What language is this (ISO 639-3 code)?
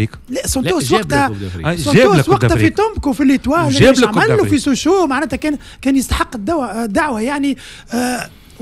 aeb